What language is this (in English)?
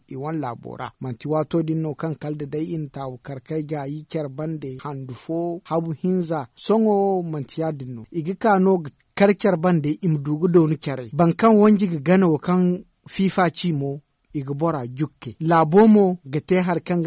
Zarma